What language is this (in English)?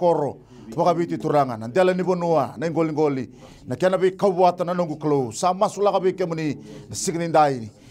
Fijian